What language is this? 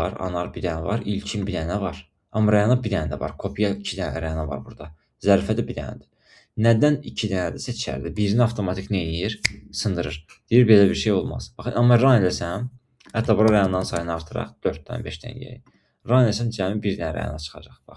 Azerbaijani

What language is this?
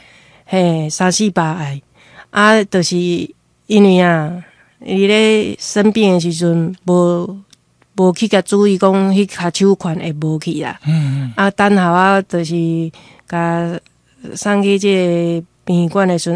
Min Nan Chinese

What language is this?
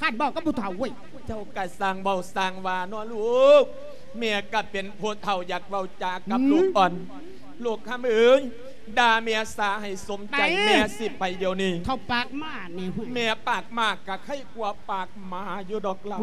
Lao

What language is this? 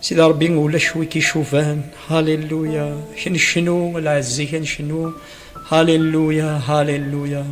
Kabyle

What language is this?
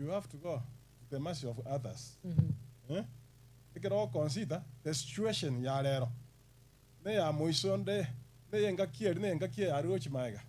Gusii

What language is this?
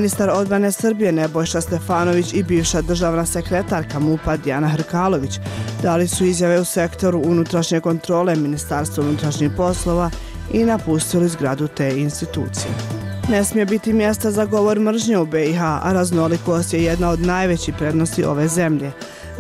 Bosnian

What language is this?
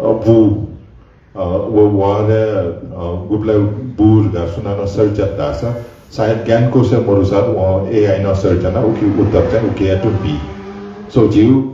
Newari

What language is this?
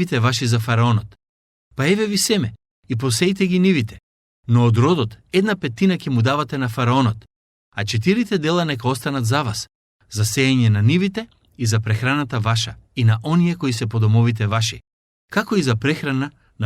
Macedonian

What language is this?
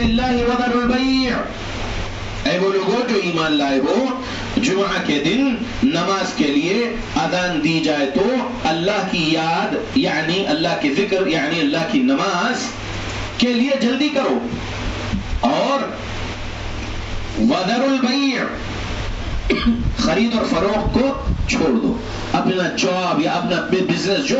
Urdu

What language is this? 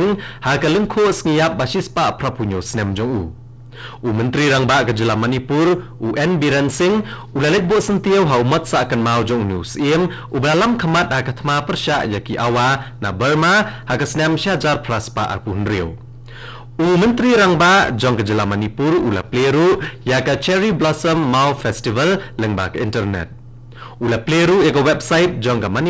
Khasi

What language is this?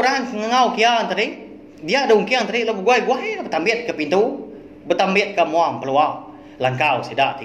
Iban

